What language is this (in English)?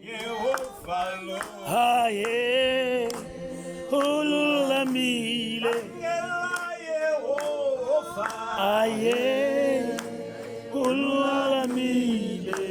Tsonga